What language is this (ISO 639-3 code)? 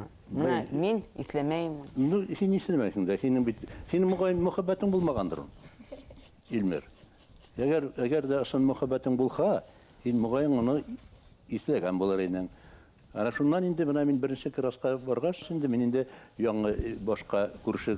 bak